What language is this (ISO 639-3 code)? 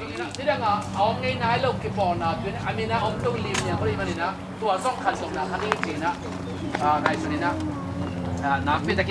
ctd